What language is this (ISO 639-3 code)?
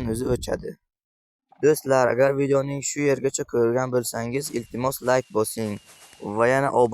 uzb